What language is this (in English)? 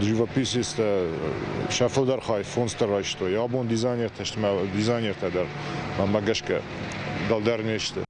Ossetic